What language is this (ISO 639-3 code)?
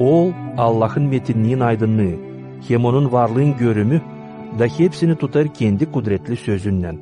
gag